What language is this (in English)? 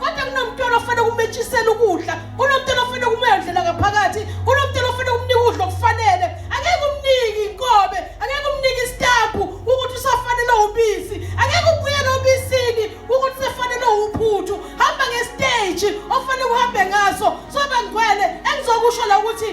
Zulu